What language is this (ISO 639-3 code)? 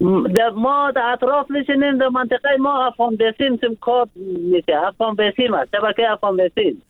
fas